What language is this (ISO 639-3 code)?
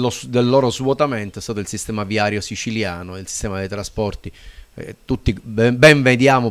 ita